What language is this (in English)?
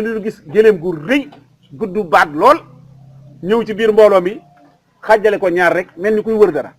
Wolof